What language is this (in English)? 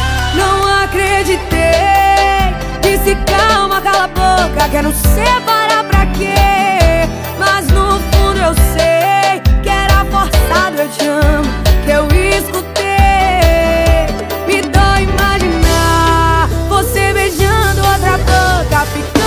Portuguese